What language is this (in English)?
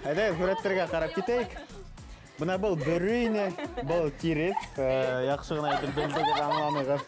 Bashkir